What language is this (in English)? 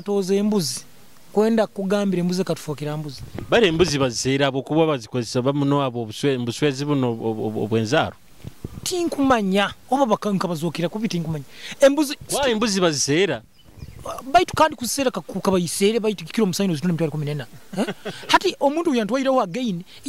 Nyoro